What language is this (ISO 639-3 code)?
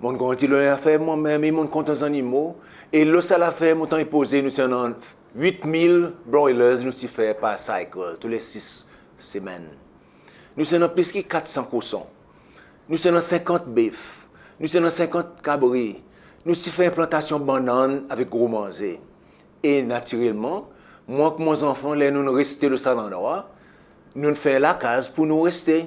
crs